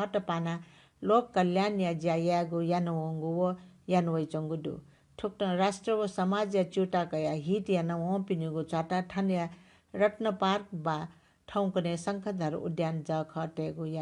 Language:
Newari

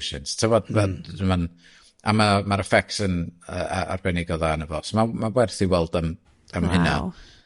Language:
Welsh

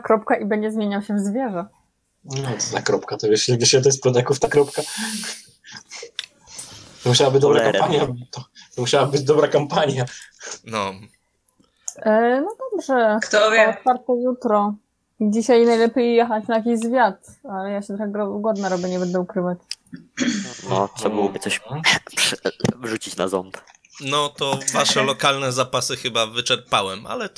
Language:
Polish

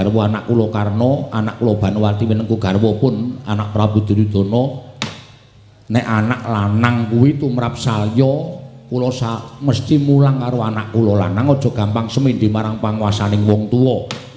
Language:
Javanese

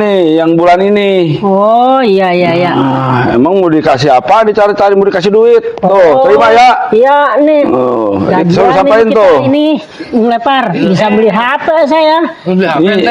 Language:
Betawi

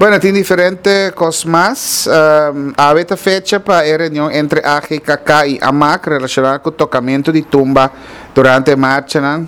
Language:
Papiamento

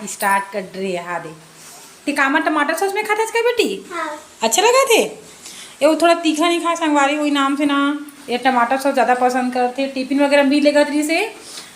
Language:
Chhattisgarhi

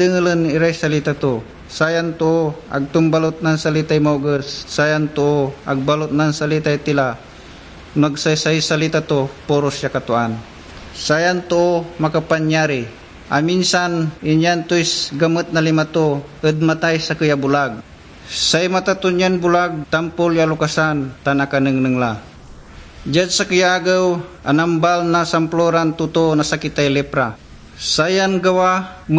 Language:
Pangasinan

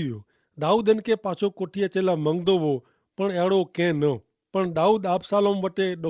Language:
Kachhi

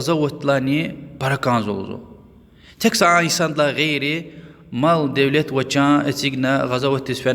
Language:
Lezghian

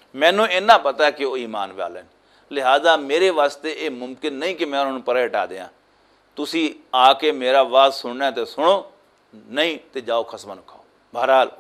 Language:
Western Panjabi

